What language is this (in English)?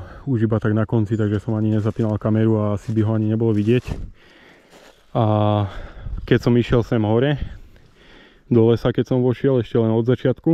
Slovak